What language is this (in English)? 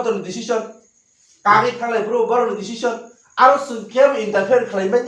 Kok Borok